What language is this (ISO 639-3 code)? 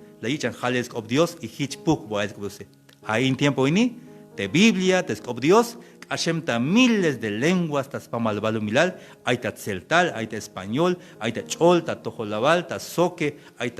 tzh